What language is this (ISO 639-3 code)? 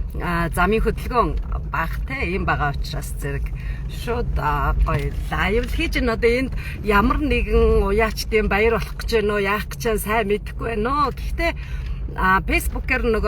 mon